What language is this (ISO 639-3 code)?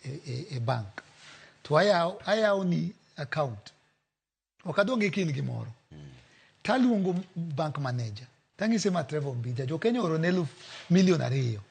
luo